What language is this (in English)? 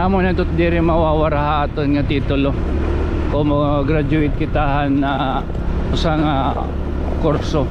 Waray